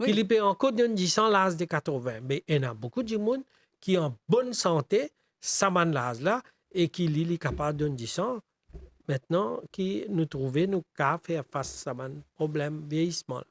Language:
Morisyen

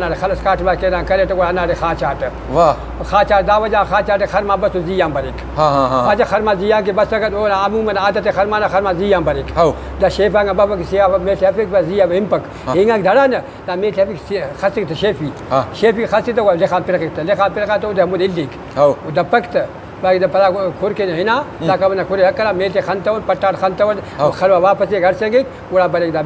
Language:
Brahui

